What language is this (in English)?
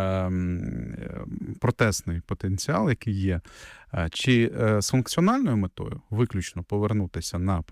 Ukrainian